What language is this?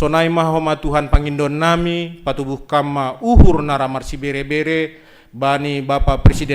Batak Simalungun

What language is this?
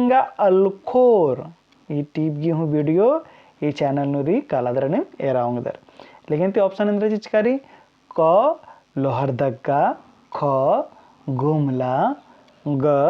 Kurukh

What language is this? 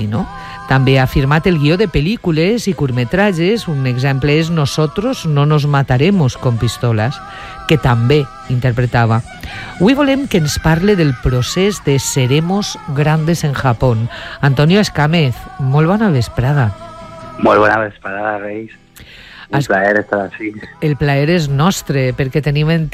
Catalan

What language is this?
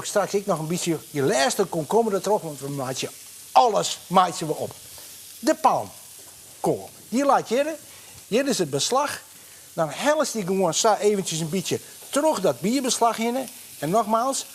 Western Frisian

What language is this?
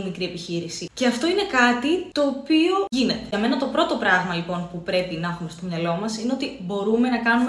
Greek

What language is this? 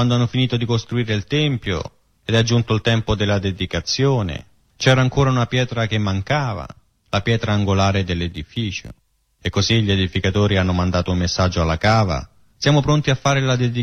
Italian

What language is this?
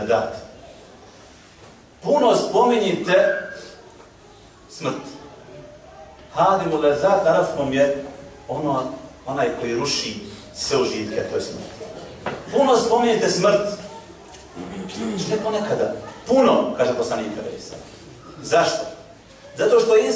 Bosnian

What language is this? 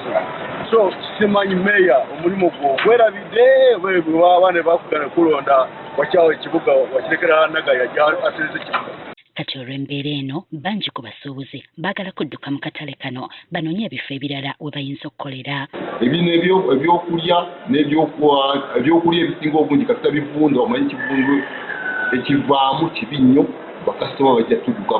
Ganda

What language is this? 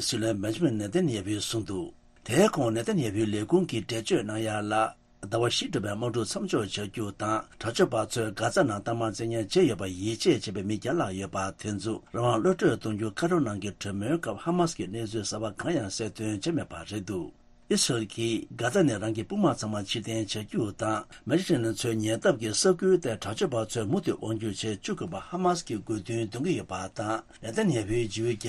Tibetan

